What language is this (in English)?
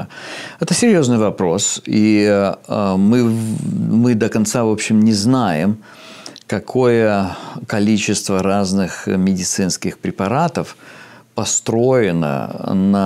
Russian